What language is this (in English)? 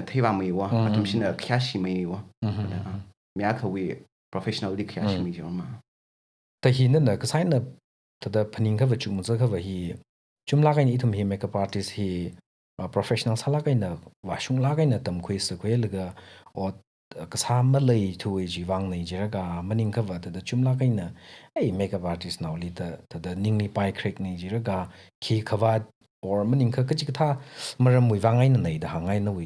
Tangkhul Naga (India)